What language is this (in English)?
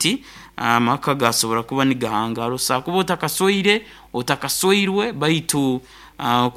Nyoro